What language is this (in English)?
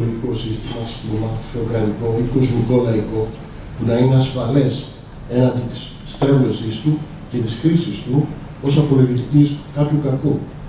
Greek